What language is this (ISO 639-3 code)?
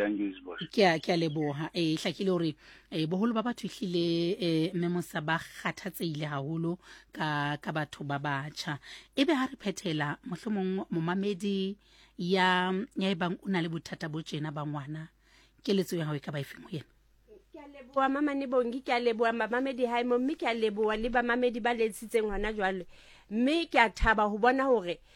sot